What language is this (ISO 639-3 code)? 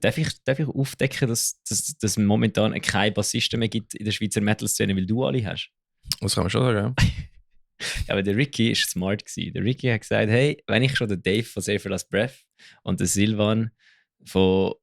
gsw